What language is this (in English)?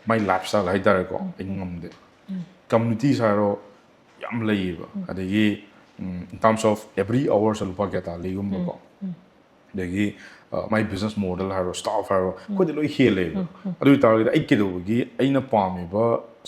Manipuri